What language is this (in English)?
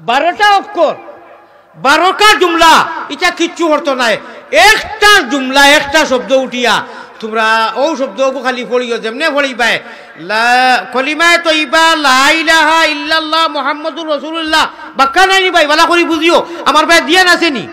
Sylheti